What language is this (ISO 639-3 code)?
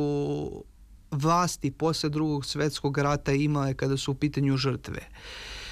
srp